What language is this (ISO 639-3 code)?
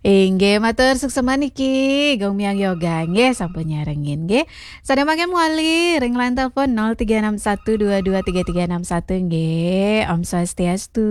ban